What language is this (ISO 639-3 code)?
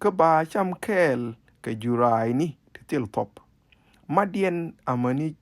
nus